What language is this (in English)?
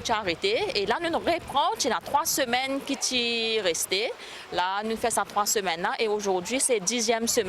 Morisyen